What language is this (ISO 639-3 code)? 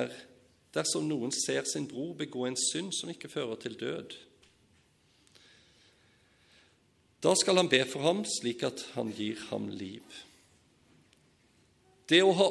nor